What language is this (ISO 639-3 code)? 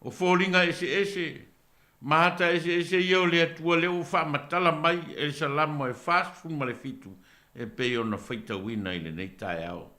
smo